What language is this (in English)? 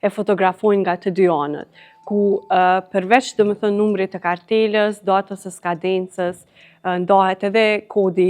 Albanian